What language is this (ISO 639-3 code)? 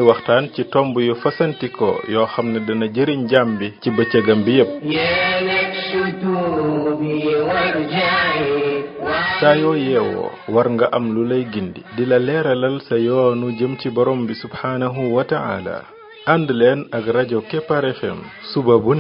wol